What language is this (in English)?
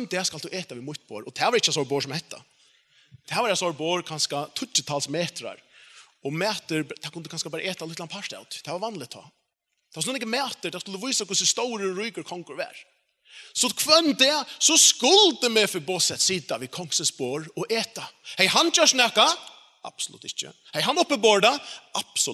Faroese